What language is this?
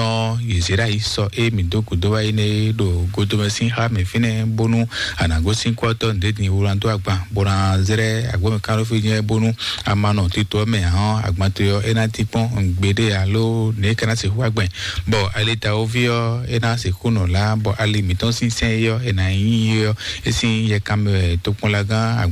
Fon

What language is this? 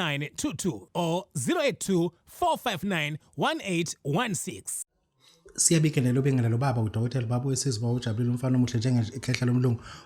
Zulu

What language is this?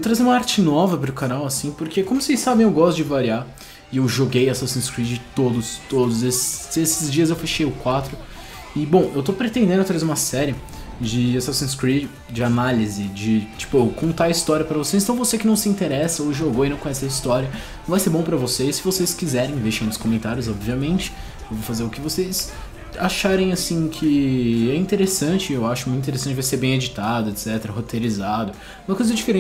Portuguese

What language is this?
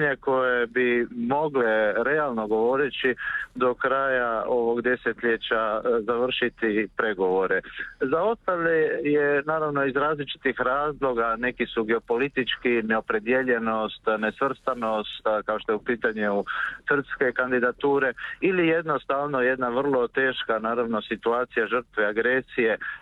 Croatian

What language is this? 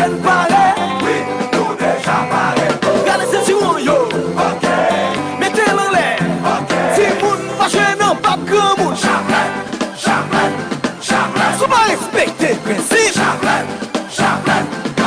Haitian Creole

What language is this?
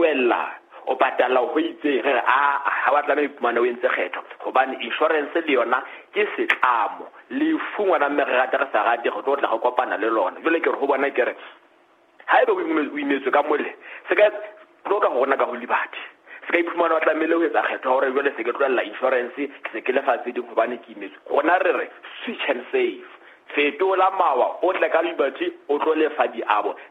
Southern Sotho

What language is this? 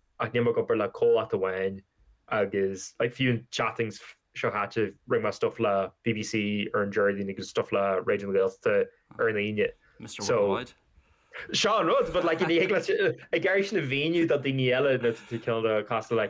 Irish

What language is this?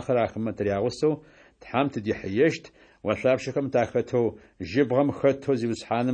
Adyghe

